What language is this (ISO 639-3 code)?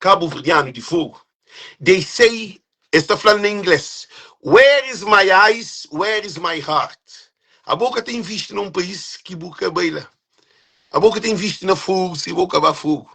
kea